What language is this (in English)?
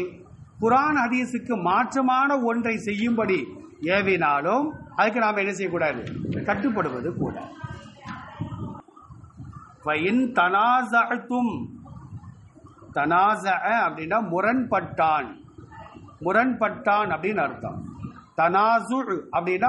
Tamil